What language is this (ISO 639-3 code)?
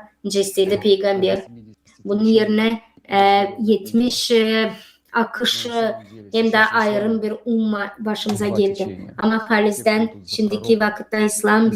gag